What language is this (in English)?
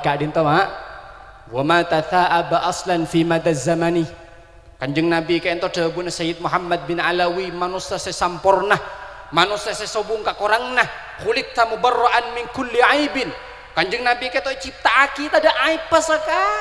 Madurese